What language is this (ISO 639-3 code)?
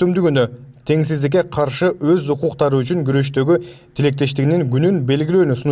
kir